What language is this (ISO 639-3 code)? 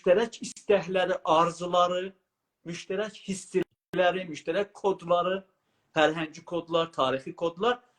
azb